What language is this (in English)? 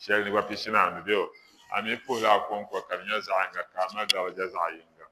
Dagbani